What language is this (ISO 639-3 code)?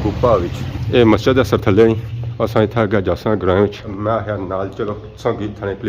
phr